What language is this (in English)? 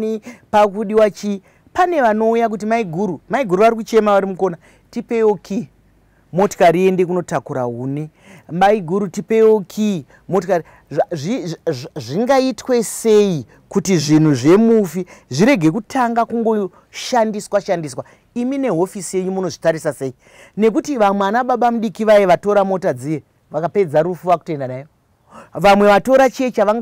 Shona